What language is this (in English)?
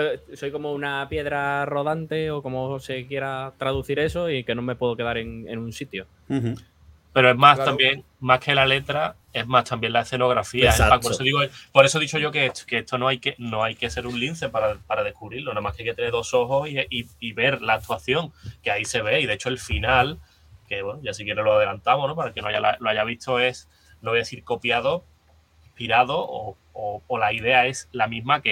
Spanish